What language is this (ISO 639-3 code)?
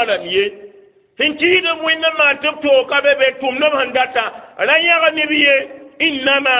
mos